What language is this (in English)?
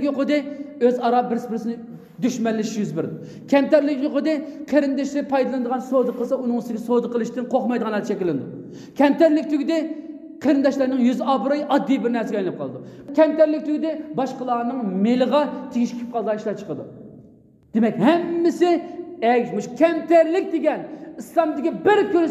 Uyghur